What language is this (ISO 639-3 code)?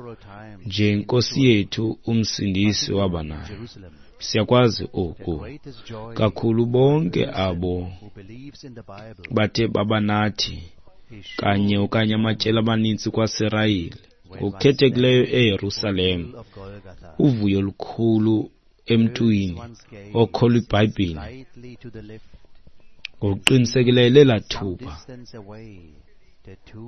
xho